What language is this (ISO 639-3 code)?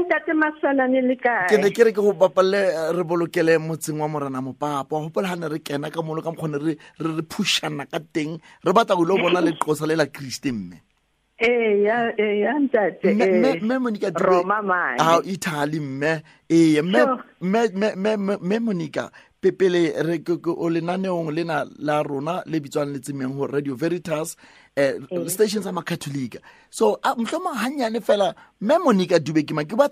sot